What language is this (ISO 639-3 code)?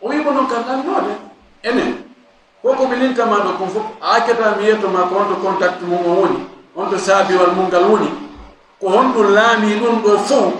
ful